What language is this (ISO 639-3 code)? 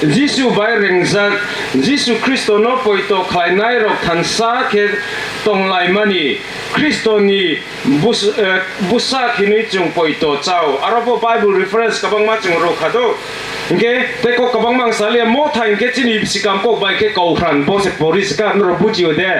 trp